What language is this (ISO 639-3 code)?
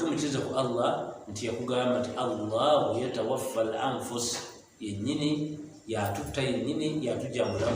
lug